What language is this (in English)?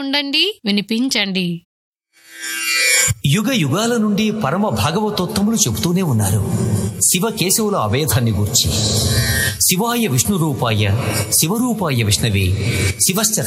Telugu